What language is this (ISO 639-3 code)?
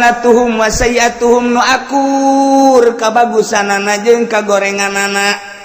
sun